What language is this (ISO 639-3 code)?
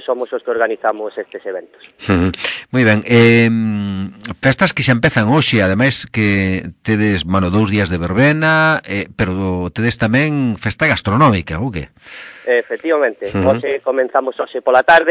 glg